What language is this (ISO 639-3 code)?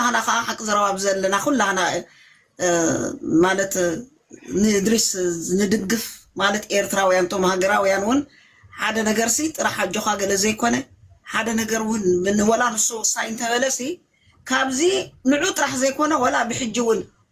tir